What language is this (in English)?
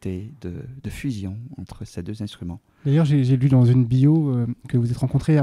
French